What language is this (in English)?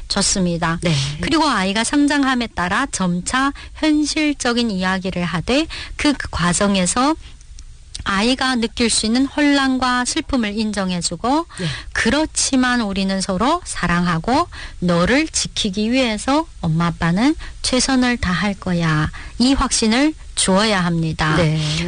Korean